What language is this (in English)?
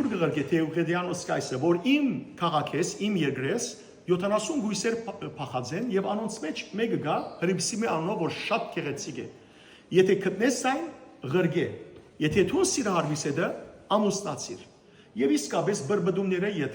Western Armenian